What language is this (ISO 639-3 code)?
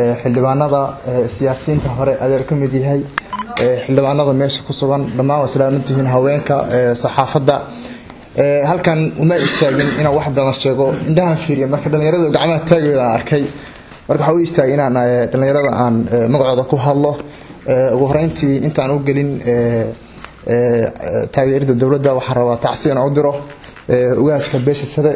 som